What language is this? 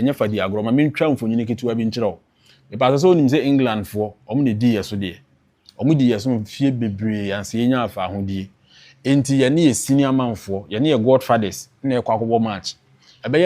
Akan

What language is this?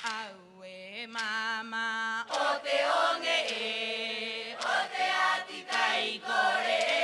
Rapanui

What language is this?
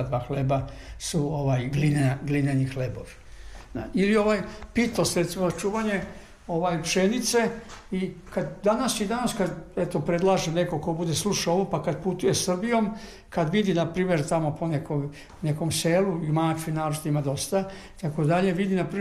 Serbian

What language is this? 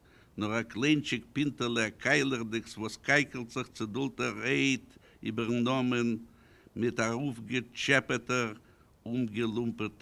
Yiddish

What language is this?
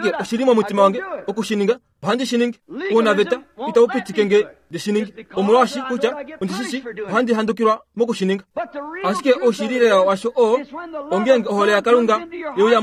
Kuanyama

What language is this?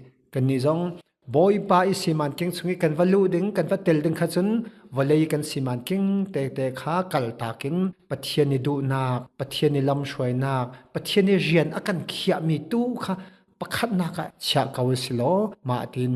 Hakha Chin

